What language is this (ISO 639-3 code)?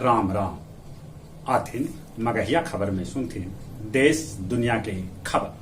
mag